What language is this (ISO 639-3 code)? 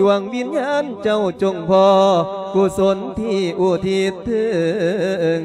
lao